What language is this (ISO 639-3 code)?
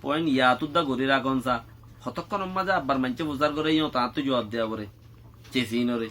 rhg